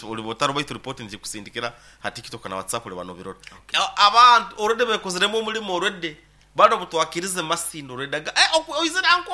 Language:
Nyoro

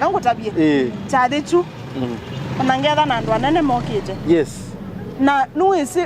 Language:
Kamba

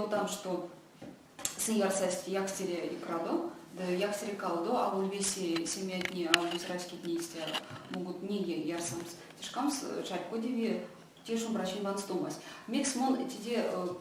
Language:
Erzya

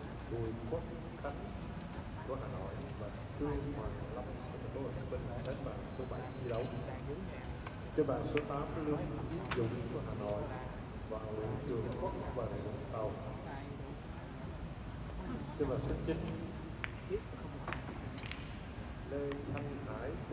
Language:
Vietnamese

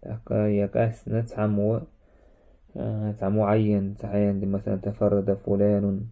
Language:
Chechen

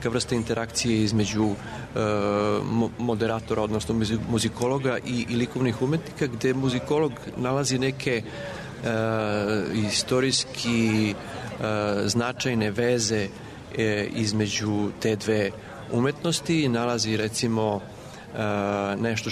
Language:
Serbian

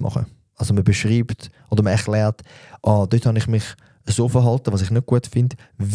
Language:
Swiss German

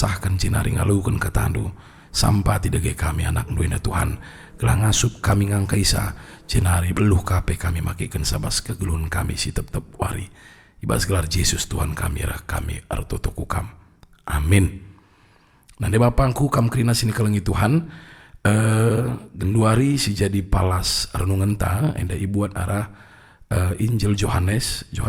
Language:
Batak Karo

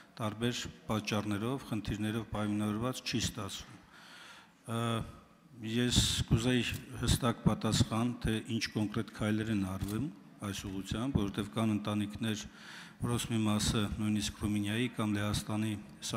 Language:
Armenian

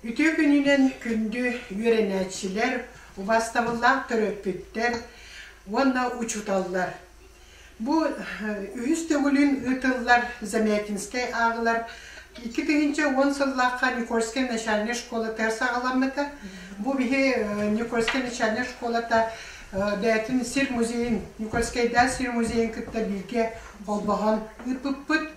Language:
Yakut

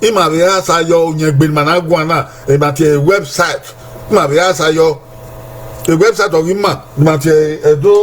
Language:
Bini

